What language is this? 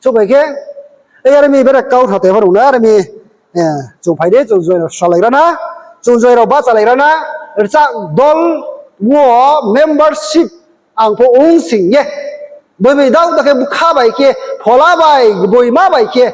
Riang (India)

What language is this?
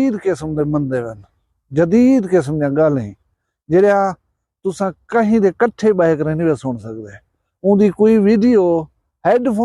Saraiki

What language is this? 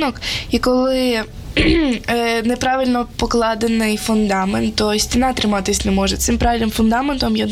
Ukrainian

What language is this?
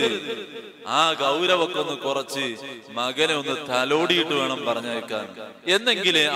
Malayalam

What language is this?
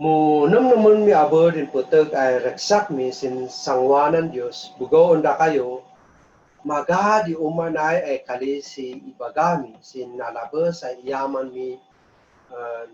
Kankanaey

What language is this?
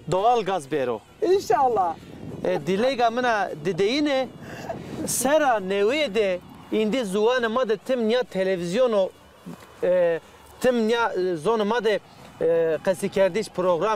Zaza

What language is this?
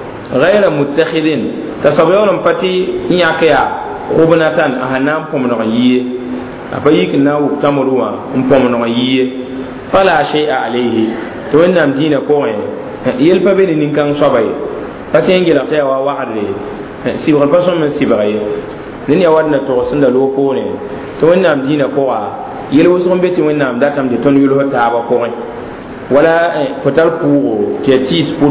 Mossi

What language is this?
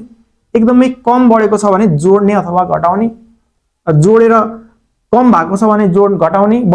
Nepali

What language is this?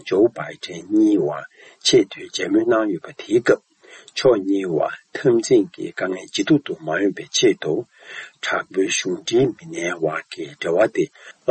Tibetan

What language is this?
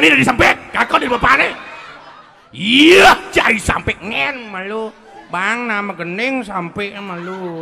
Balinese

